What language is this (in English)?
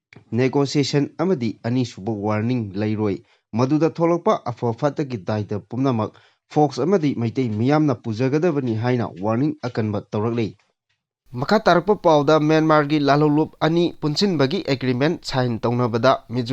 Manipuri